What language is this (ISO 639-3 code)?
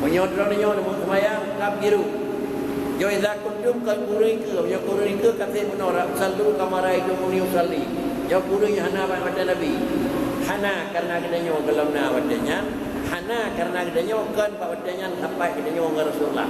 ace